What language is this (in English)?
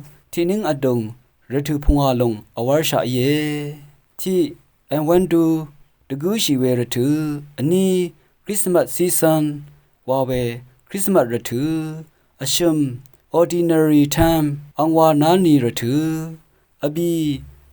Rawang